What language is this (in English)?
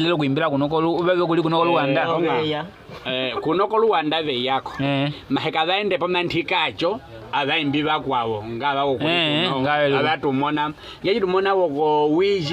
Nyaneka